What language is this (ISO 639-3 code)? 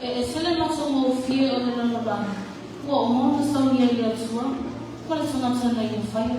smo